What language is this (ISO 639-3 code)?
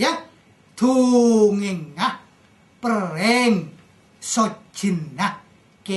mad